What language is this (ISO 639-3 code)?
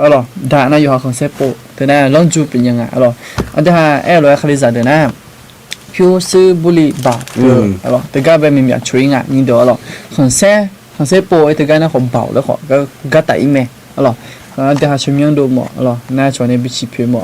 ahk